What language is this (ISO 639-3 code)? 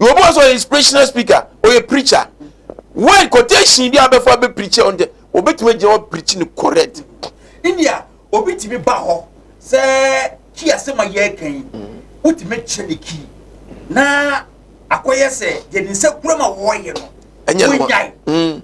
aka